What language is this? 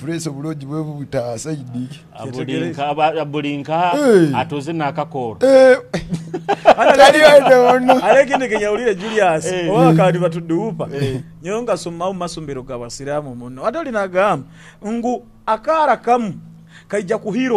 Nyoro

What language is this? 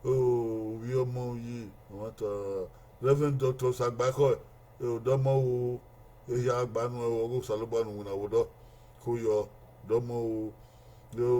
Bini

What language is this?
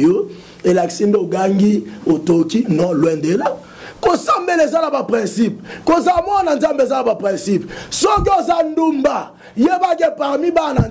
Lingala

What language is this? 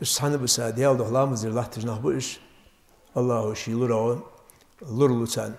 Ingush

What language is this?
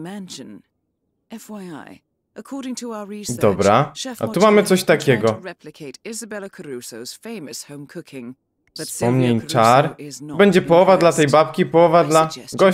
Polish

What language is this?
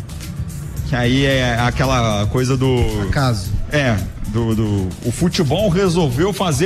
Portuguese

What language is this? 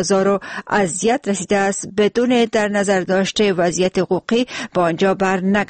Persian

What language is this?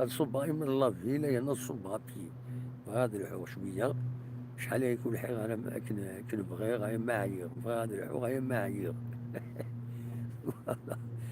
Kabyle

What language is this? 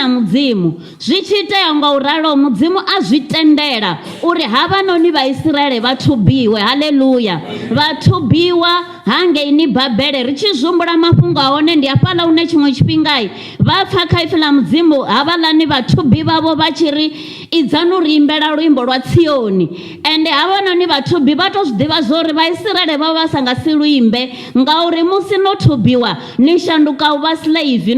Venda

